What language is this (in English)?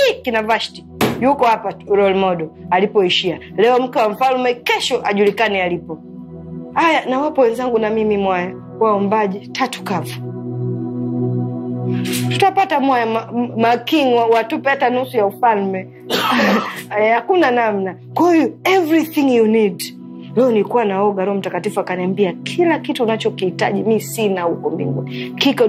Swahili